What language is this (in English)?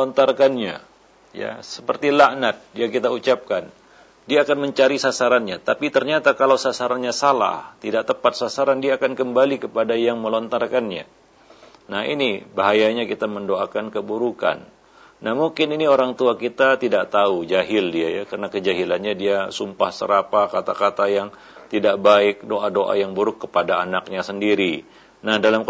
Indonesian